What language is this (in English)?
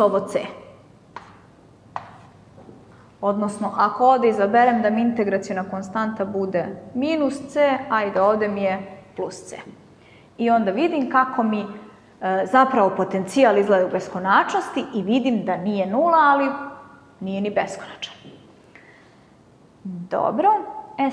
Serbian